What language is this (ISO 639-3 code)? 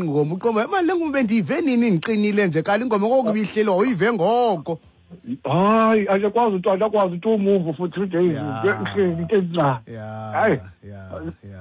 xho